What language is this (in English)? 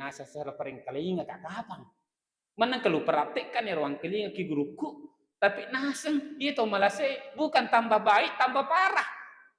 Buginese